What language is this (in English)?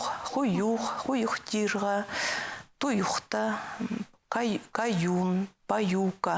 Khakas